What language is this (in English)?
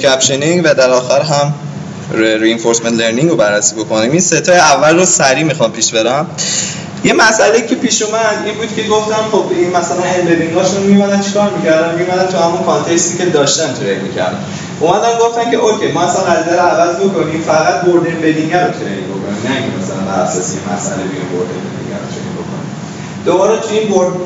Persian